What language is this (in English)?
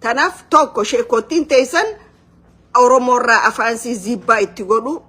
Oromo